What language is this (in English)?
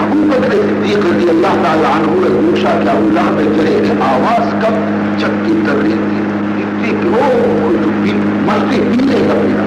Baluchi